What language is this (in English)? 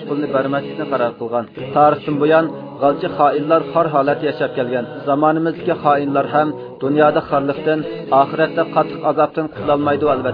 Uyghur